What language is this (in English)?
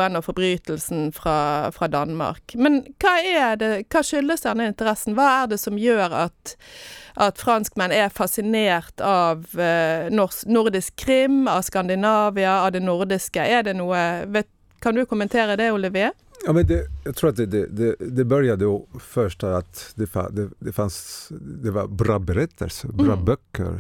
Norwegian